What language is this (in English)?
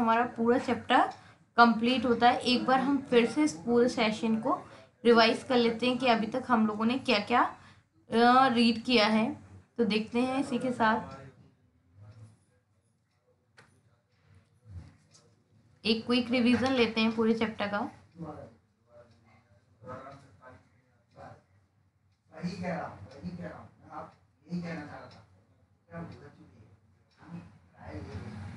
Hindi